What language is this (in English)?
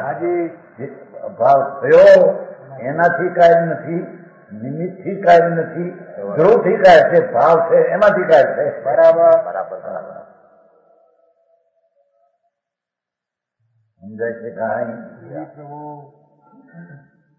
Gujarati